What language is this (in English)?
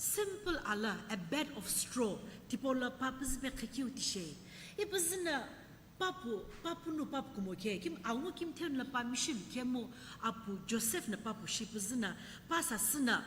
Sumi Naga